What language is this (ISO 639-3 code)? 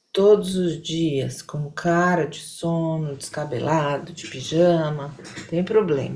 por